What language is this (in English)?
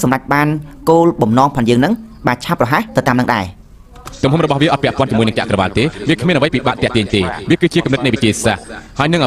Khmer